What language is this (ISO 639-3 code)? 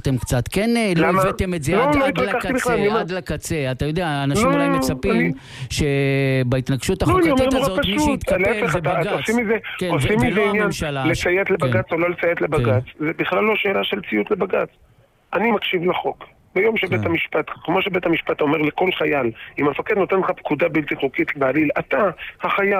heb